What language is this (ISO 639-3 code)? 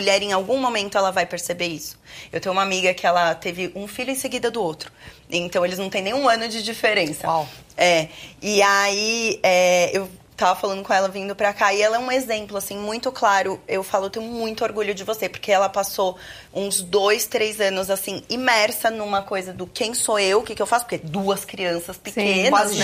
por